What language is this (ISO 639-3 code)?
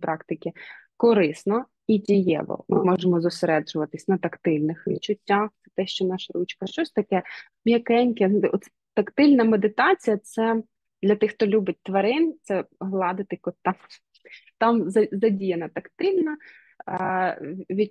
ukr